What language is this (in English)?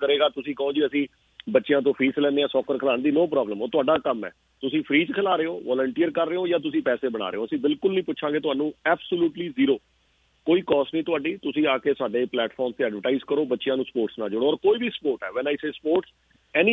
Punjabi